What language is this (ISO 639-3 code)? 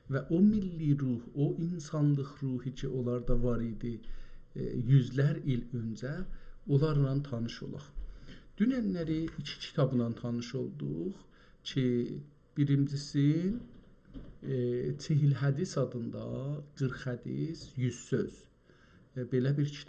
azb